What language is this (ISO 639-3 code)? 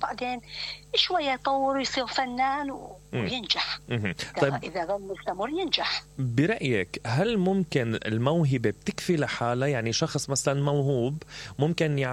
acm